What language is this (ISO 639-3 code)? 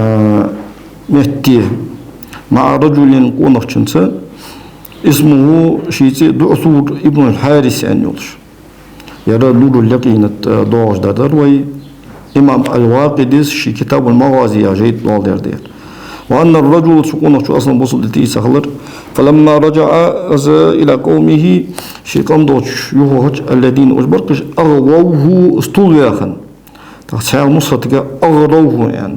inh